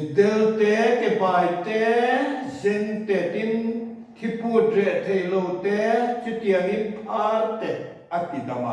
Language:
Mizo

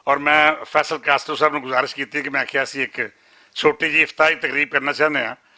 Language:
Western Panjabi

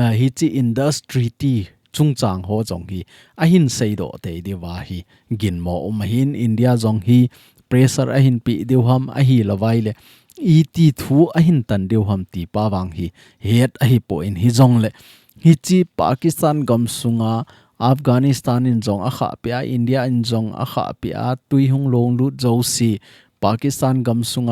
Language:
Thado Chin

